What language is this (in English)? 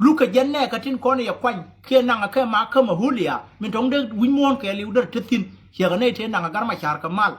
Nuer